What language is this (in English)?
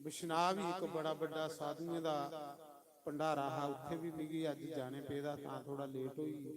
Dogri